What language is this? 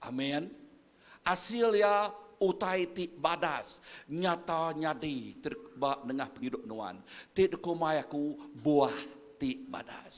Iban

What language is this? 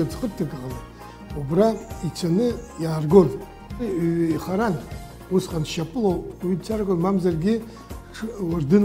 Abkhazian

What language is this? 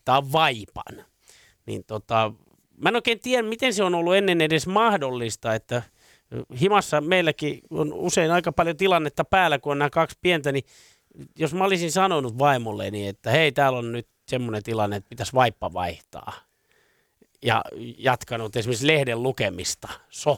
Finnish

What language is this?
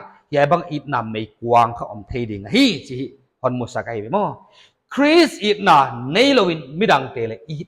Paite Chin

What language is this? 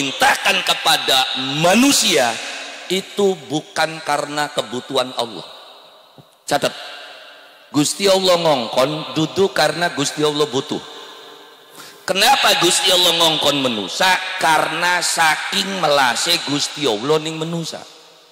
Javanese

